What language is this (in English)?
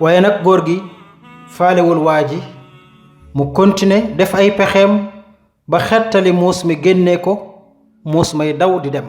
Wolof